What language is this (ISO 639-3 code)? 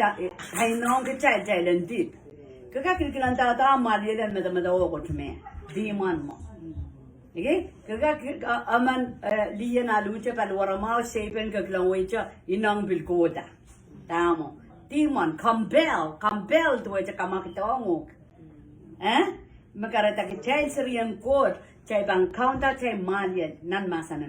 pon